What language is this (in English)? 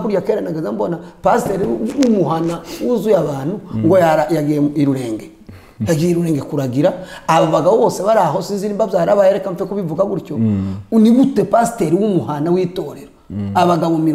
Kinyarwanda